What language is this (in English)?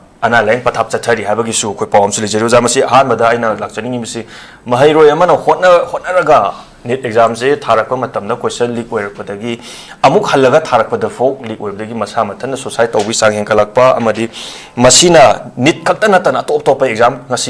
Manipuri